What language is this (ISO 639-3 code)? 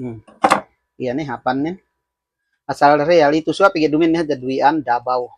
yka